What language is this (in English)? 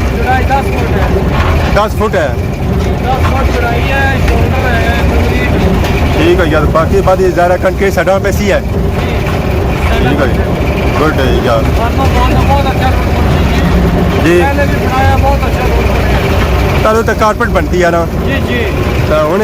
Pahari-Potwari